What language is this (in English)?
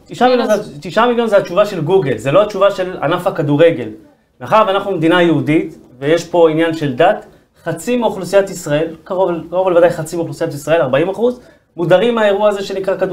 Hebrew